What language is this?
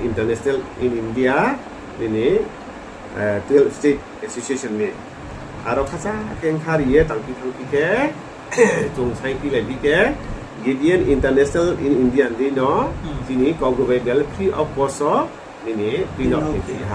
Riang (India)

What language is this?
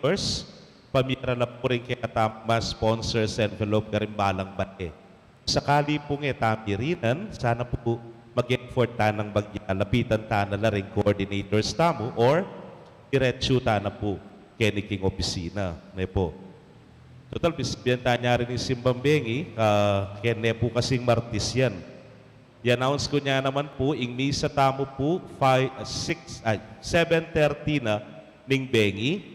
Pampanga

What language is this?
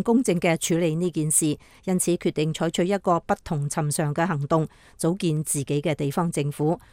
Cantonese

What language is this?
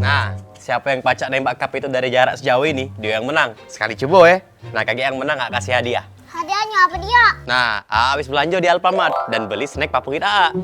Musi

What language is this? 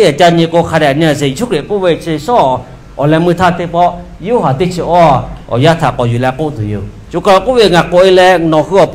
Lahu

